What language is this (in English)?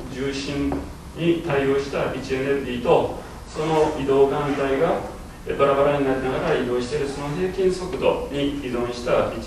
Japanese